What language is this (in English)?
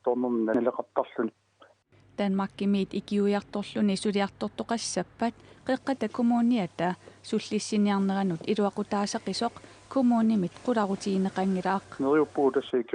Kalaallisut